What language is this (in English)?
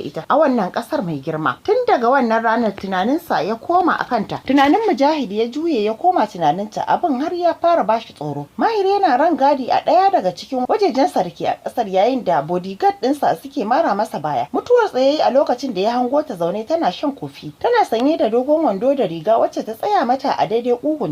Hausa